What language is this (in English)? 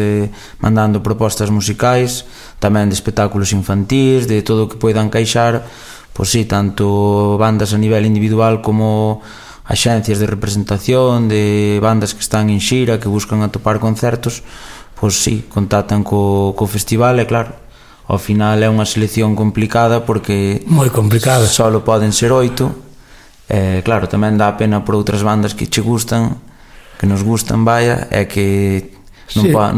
Galician